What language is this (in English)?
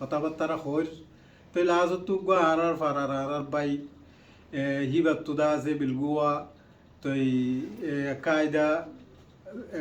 Rohingya